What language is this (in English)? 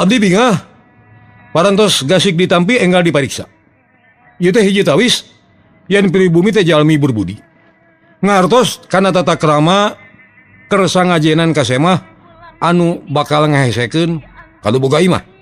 Sundanese